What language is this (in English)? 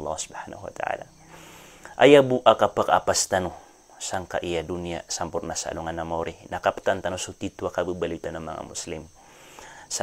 Maranao